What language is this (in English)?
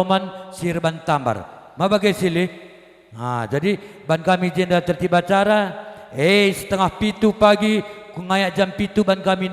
Batak Karo